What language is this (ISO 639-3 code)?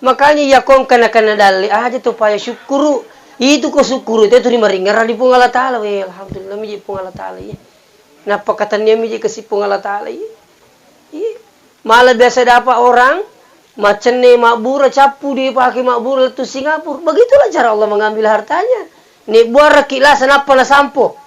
bug